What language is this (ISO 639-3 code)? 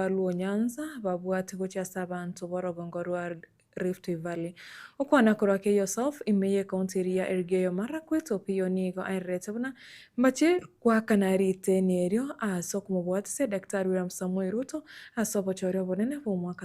guz